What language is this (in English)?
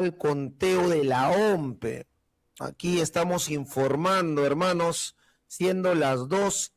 Ayacucho Quechua